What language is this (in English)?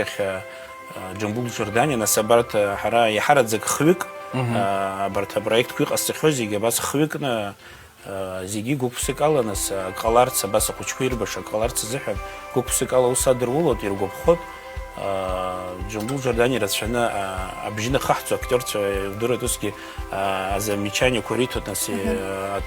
Abkhazian